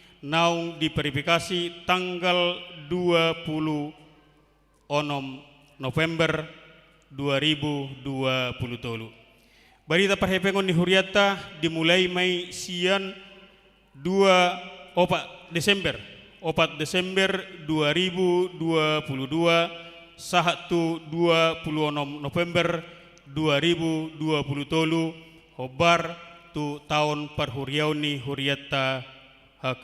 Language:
Batak Toba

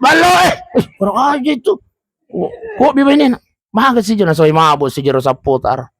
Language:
Buginese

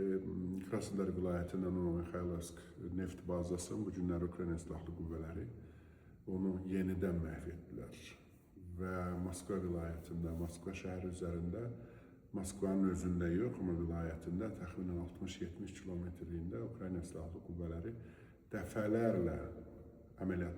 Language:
Azerbaijani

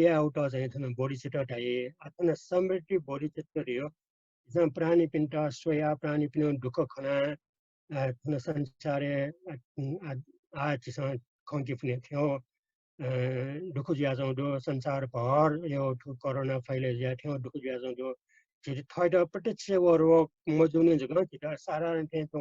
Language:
Newari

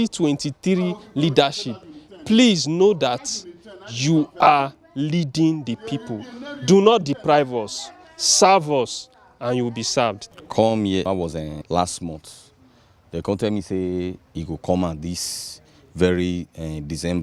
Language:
Nigerian Pidgin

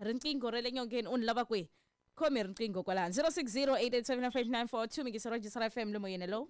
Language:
Tsonga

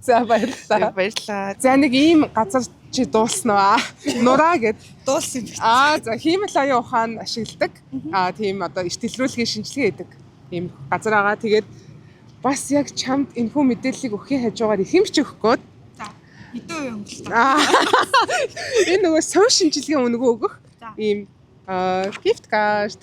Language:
Mongolian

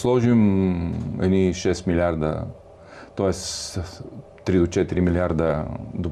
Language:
Bulgarian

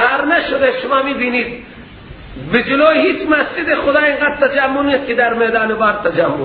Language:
Persian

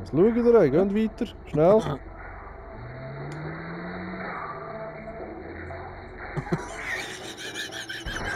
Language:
Swiss German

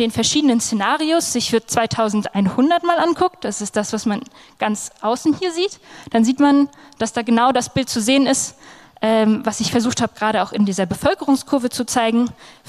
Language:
German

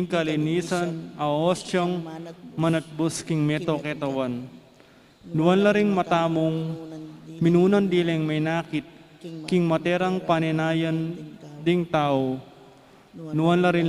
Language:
Pampanga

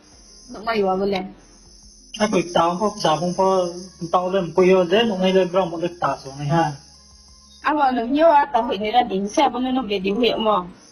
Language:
Riang (India)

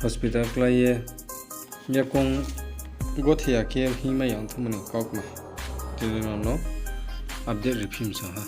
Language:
Riang (India)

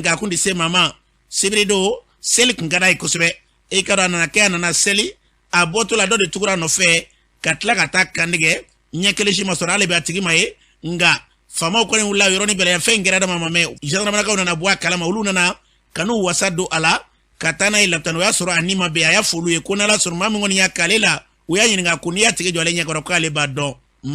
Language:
Bambara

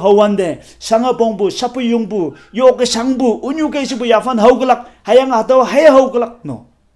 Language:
Konyak Naga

